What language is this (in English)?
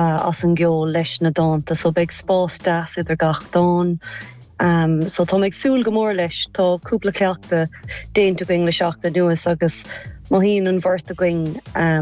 Irish